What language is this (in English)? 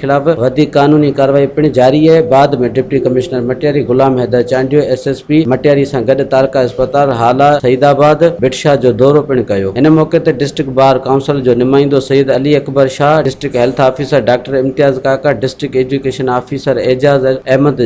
Sindhi